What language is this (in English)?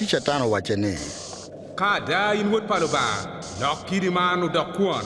Acoli